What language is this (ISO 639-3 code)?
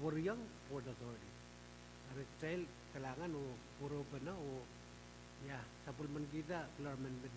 pon